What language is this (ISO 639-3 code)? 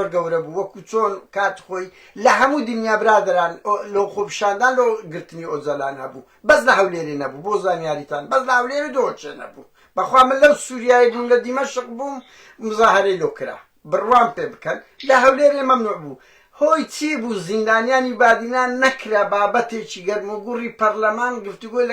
ckb